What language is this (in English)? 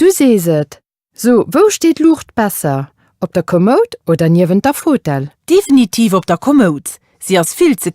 Luxembourgish